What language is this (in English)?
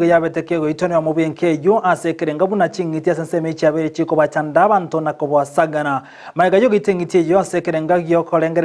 Gusii